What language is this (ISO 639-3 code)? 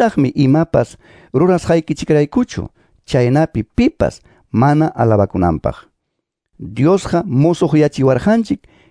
que